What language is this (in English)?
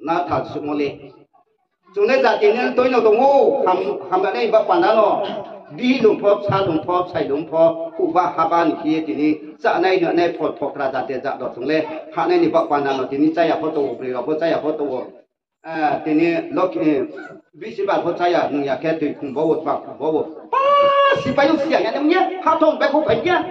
Riang (India)